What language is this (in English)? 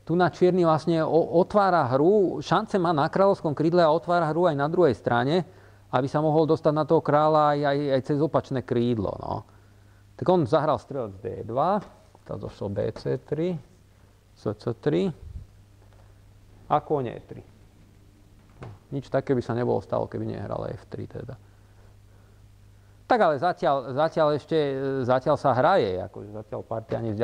Slovak